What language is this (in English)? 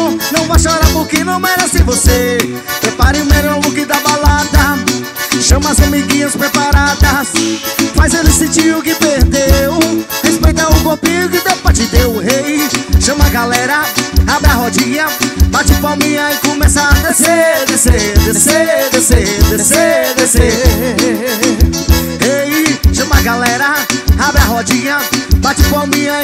Portuguese